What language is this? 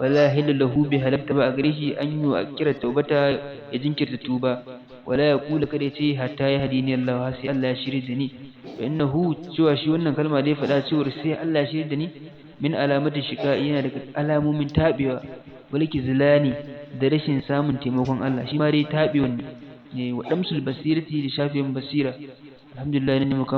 Hausa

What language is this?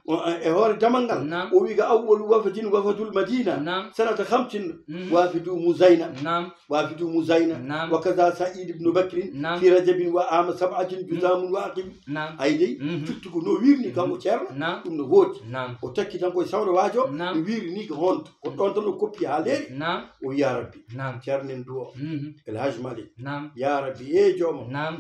Fula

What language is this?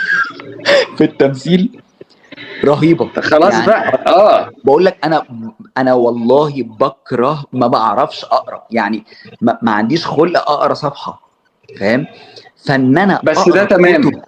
Egyptian Arabic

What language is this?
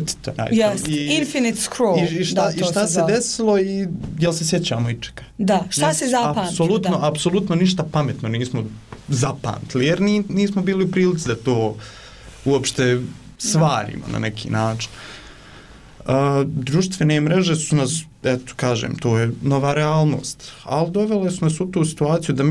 Bosnian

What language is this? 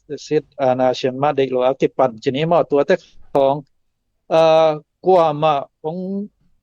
Tedim Chin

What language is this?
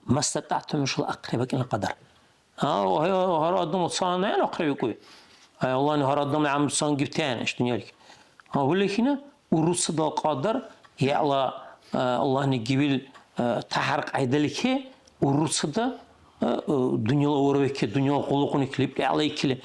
Dargwa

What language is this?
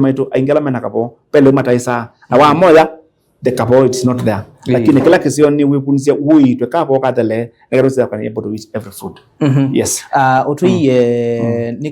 Kamba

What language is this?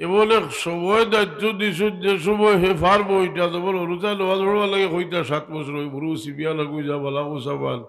Sylheti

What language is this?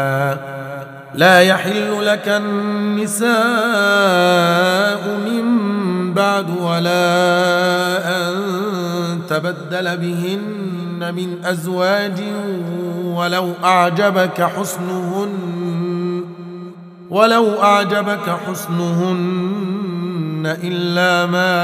Arabic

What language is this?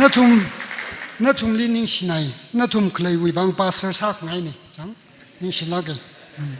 Tangkhul Naga (India)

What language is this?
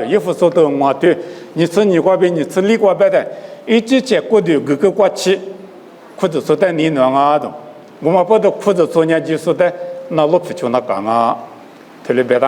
Lisu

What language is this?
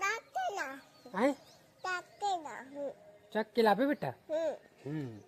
Chhattisgarhi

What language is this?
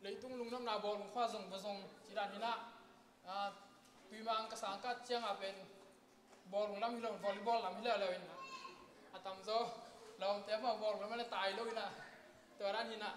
Tedim Chin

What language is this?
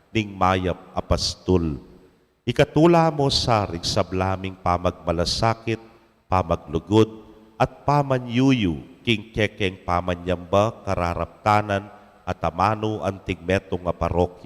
Pampanga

